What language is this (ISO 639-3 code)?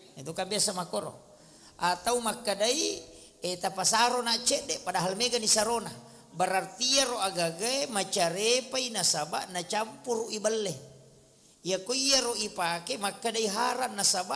bug